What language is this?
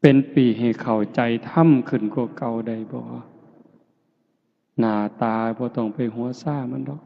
Northeastern Thai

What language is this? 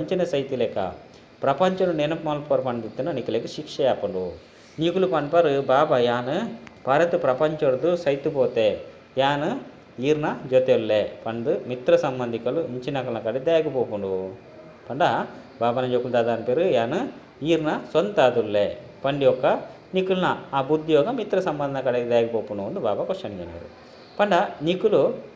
Tulu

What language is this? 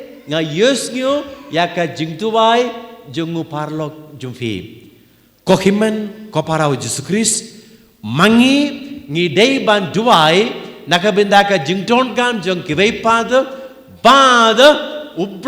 Khasi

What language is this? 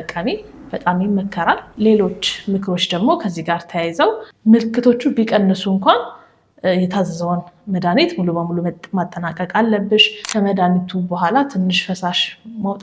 Amharic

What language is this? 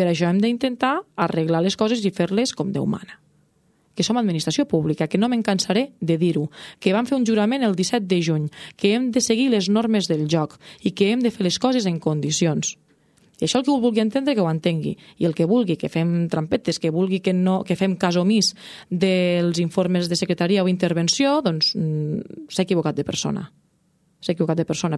Catalan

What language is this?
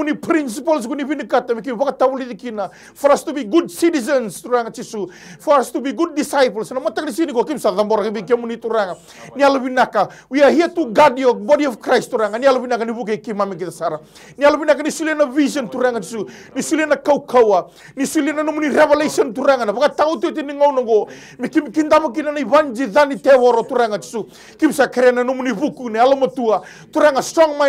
Fijian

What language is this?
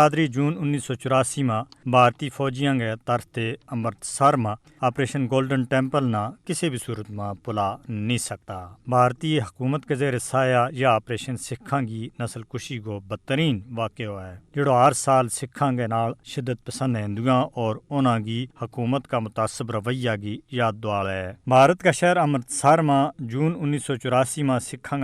Gujari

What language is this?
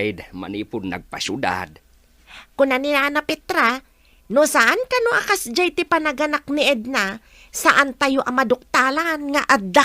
Iloko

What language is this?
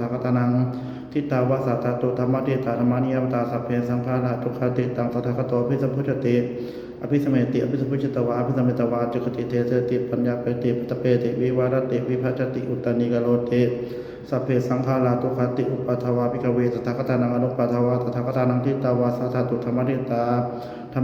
Pali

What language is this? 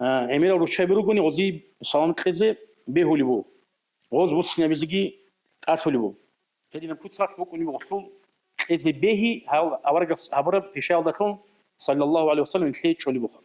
Avaric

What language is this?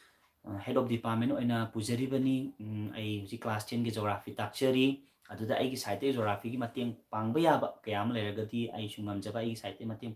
Manipuri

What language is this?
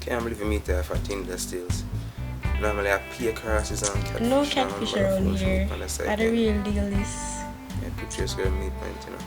Jamaican Creole English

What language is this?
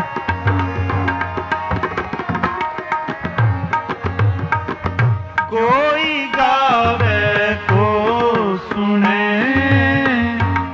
Hindi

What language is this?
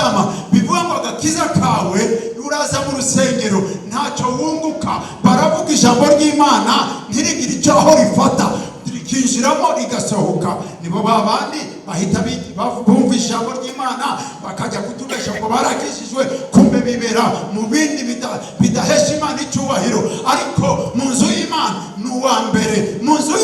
Kinyarwanda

